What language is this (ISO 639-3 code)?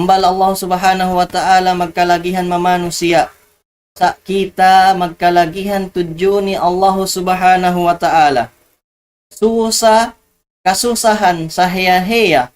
tsg